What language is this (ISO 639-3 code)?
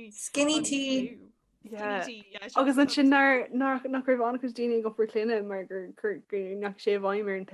gle